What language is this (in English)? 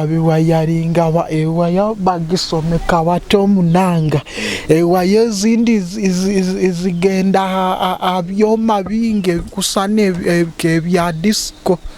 Nyoro